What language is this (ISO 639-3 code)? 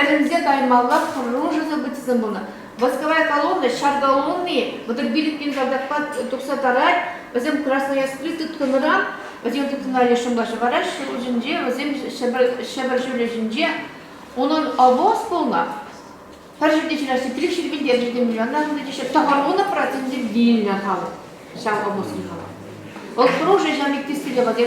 chv